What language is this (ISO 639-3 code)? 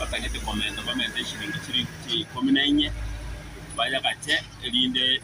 guz